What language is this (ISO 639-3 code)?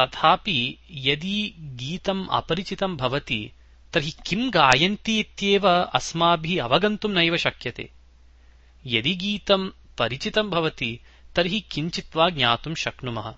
san